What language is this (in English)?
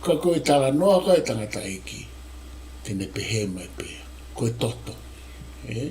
Tongan